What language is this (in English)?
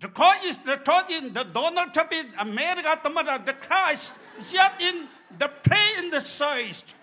Hakha Chin